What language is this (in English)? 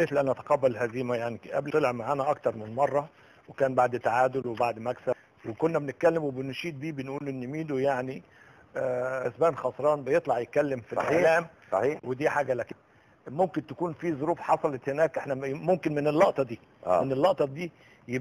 Egyptian Arabic